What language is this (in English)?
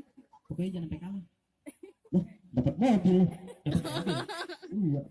Betawi